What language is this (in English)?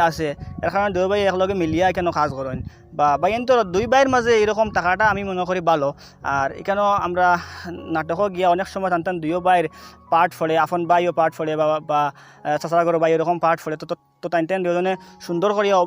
Sylheti